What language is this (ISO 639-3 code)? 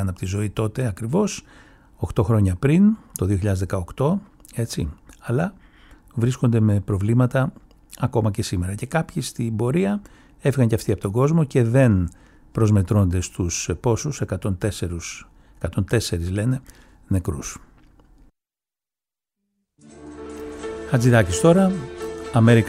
ell